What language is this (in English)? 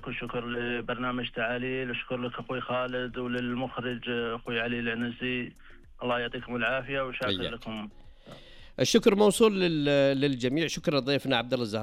Najdi Arabic